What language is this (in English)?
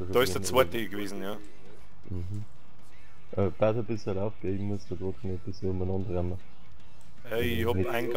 Bavarian